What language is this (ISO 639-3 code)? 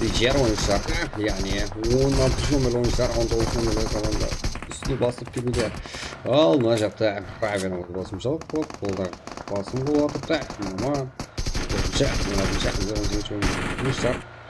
kaa